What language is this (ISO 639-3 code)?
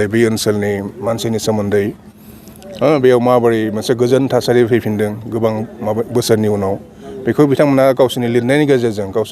brx